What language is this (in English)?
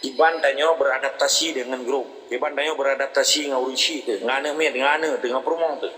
Achinese